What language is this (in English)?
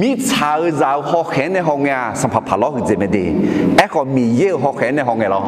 Akha